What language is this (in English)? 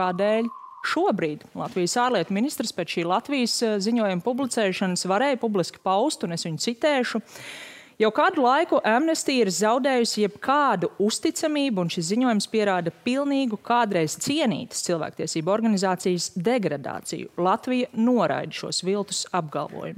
Latvian